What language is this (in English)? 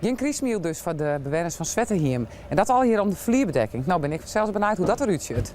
Western Frisian